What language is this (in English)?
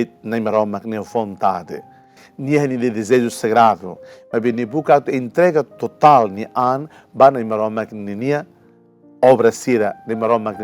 Tetum